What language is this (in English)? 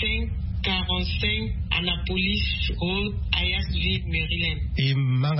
Sango